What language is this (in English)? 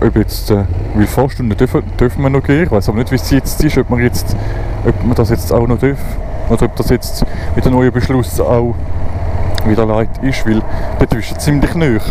Swiss German